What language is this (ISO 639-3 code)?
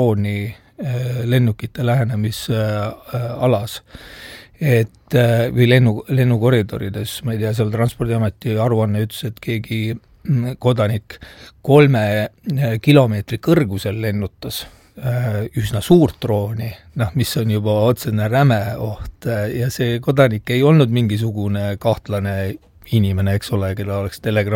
est